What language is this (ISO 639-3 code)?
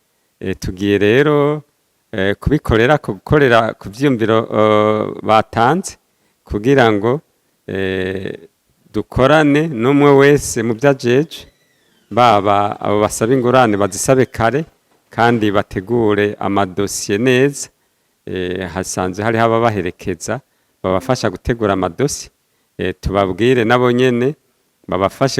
run